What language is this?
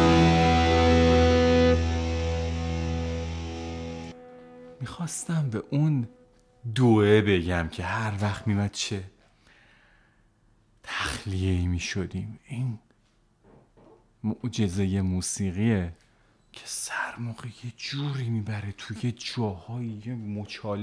Persian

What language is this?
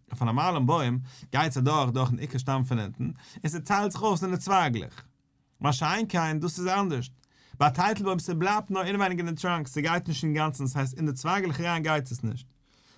Yiddish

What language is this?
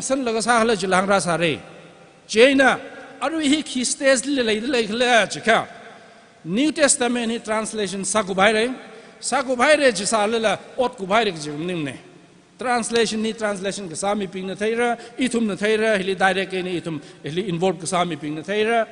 Tangkhul Naga (India)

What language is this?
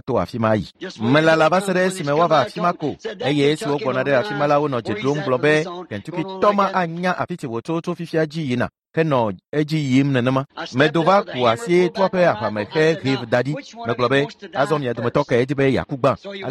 Ewe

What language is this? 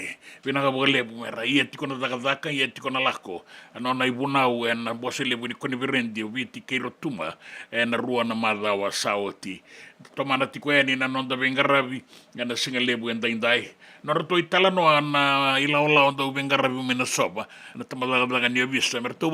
Fijian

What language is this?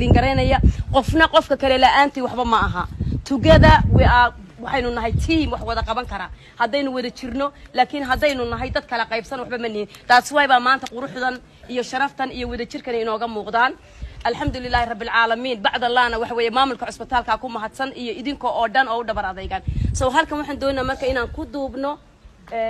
Somali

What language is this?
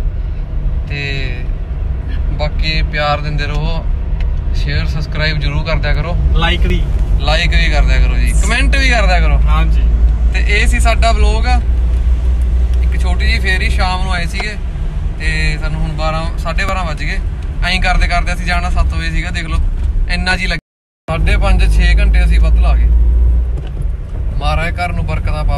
Punjabi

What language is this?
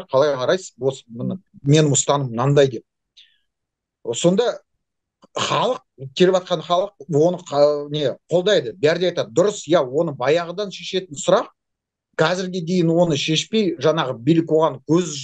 Kazakh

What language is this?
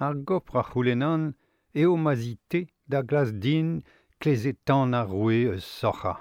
Breton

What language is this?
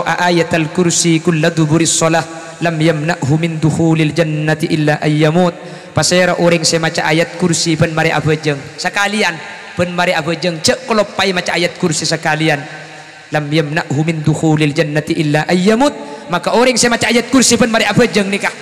Madurese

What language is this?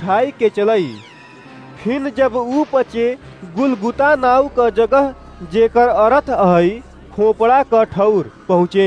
Awadhi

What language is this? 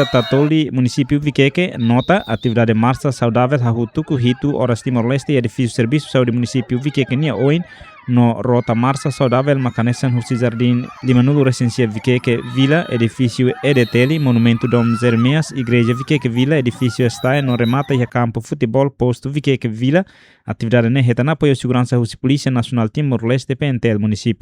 Tetum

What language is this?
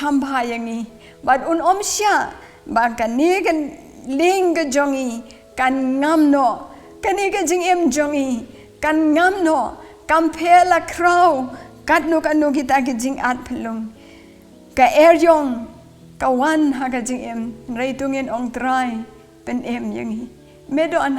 Khasi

